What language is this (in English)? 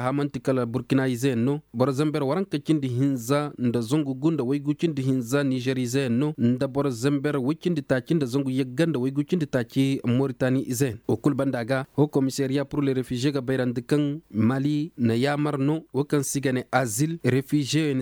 Koyraboro Senni